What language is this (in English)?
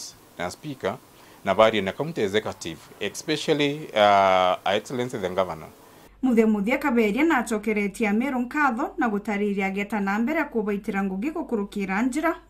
Meru